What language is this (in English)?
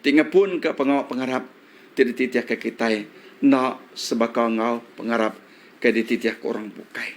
Iban